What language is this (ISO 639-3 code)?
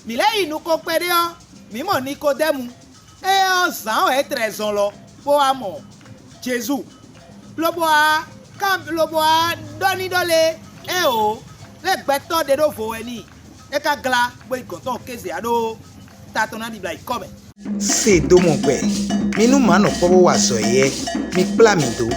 fon